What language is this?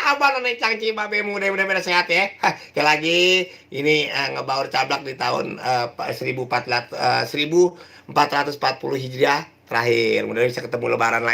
Betawi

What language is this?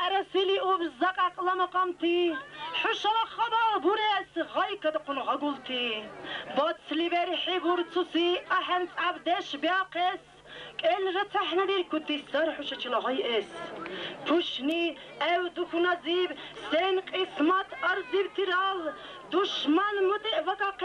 Dargwa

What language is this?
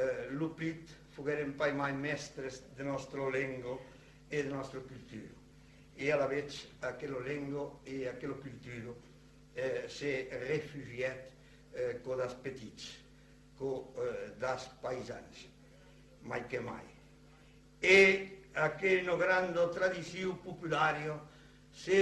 Occitan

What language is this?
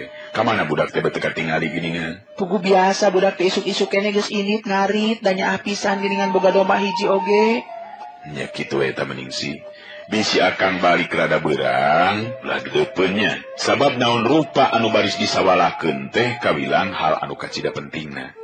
Sundanese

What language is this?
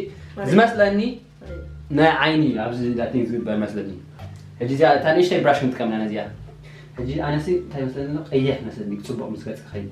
Tigrinya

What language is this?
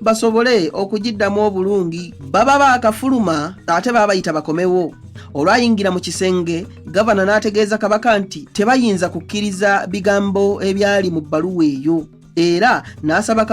Ganda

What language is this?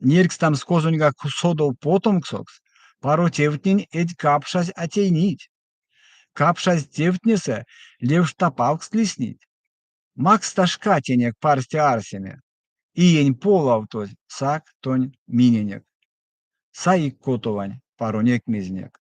Erzya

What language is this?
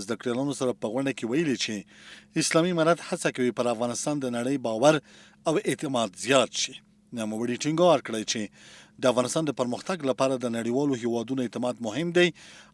Pashto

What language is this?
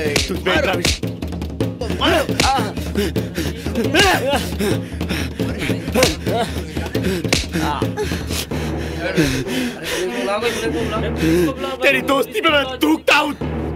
Hindi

